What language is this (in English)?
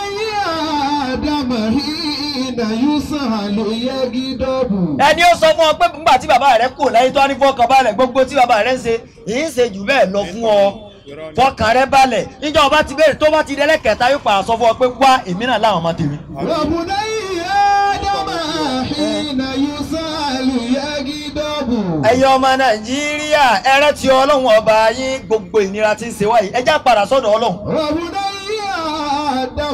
Yoruba